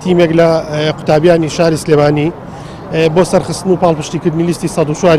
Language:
Central Kurdish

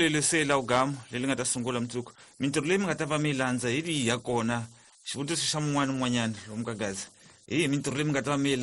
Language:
Tsonga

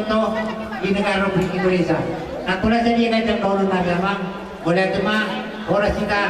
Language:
Batak Toba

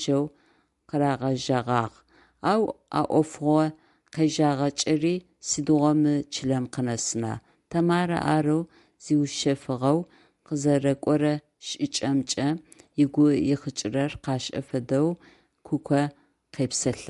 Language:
Adyghe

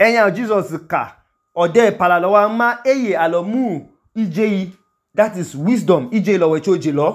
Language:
Idoma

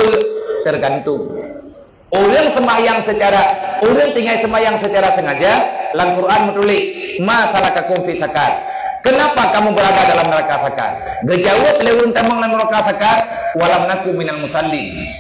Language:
Achinese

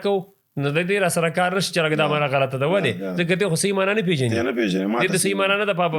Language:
Pashto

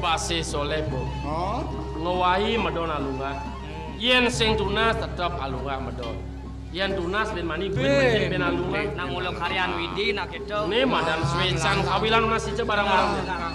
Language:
Balinese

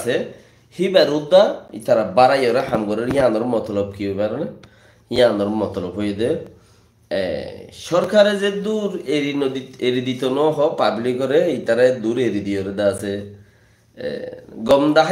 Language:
Rohingya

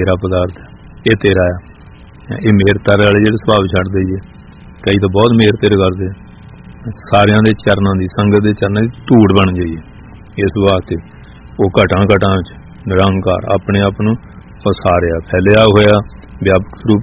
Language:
Punjabi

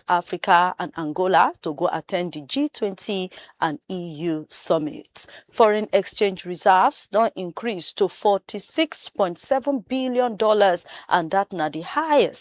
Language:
Nigerian Pidgin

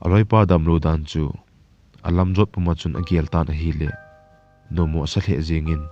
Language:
Thado Chin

